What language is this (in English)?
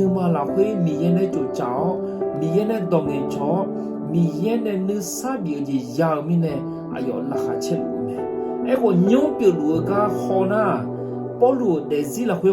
Akha